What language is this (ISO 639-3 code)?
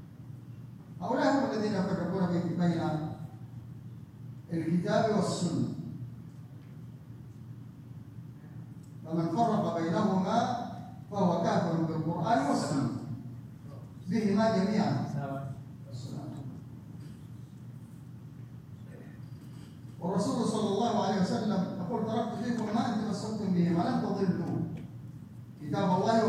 ara